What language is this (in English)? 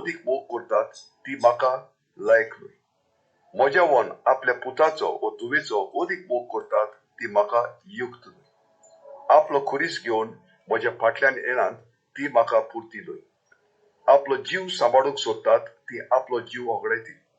Konkani